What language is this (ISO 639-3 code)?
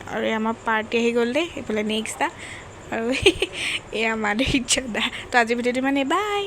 asm